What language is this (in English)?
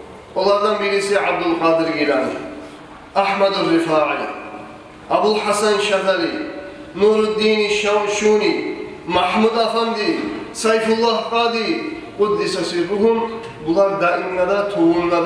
Kumyk